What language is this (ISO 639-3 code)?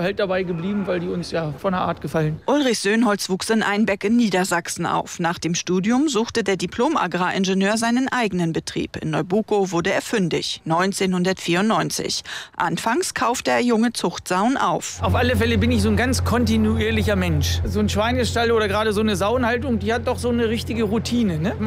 deu